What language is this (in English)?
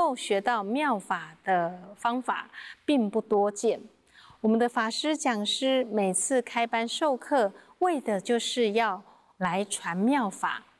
Chinese